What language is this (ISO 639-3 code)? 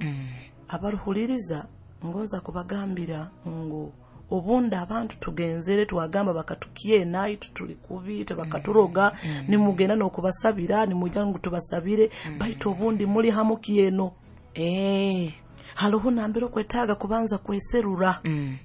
nyo